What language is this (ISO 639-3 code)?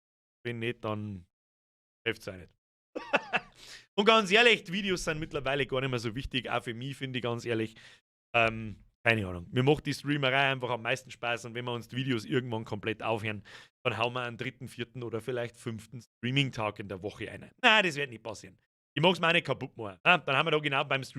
bar